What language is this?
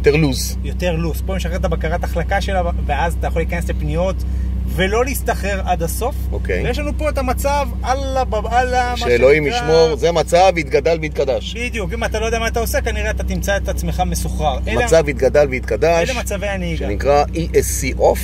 Hebrew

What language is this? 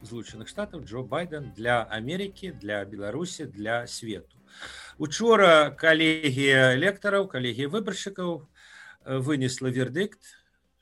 Belarusian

